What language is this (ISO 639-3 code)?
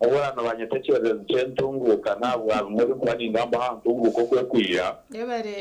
nyn